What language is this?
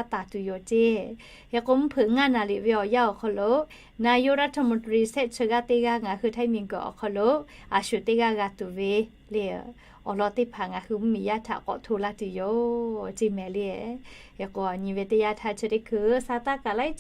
Lahu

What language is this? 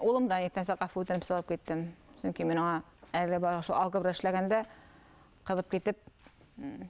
Bashkir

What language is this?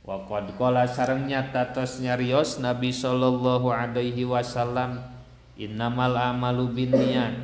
Sundanese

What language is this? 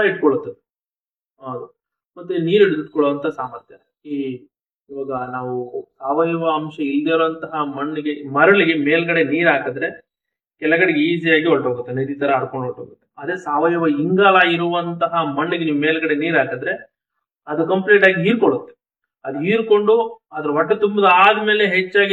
Kannada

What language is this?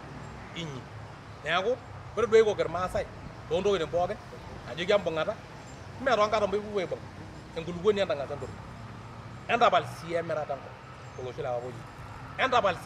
Masai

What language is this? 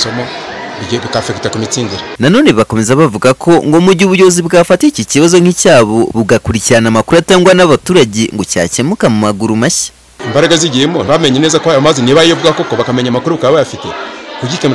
Kinyarwanda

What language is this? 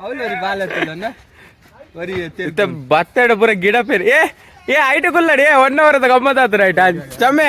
Tulu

